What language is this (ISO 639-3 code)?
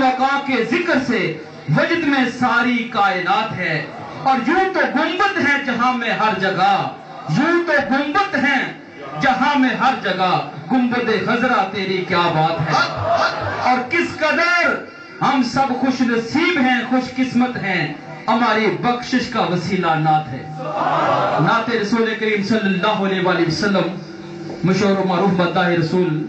urd